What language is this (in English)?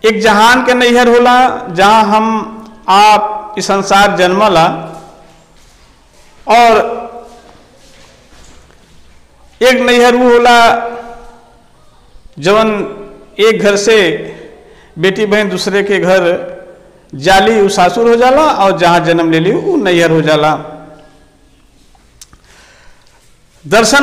Bhojpuri